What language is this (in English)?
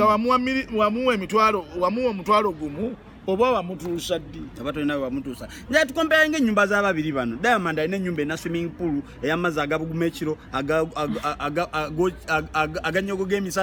Ganda